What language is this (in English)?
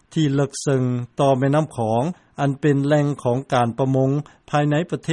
Lao